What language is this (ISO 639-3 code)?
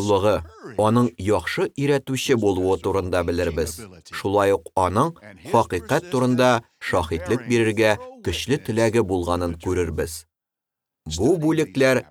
tat